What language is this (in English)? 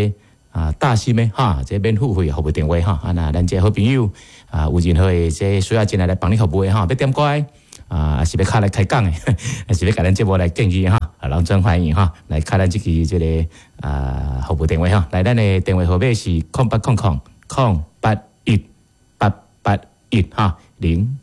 Min Nan Chinese